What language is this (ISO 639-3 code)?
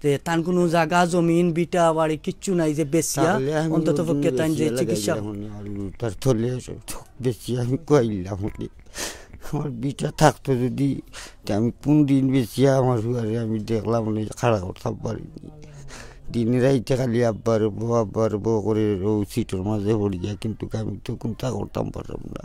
syl